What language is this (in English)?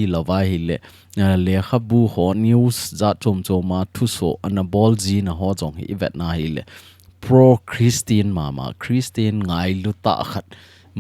Thado Chin